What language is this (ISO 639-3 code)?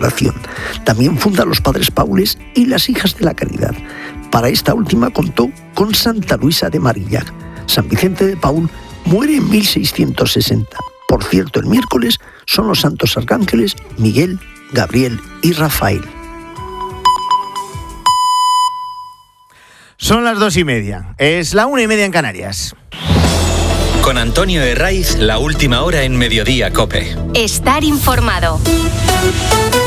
spa